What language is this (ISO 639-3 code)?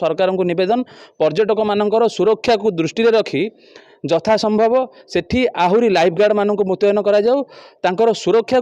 ori